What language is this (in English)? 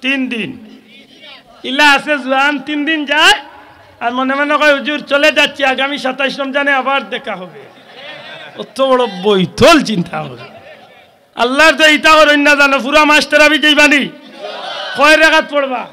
Sylheti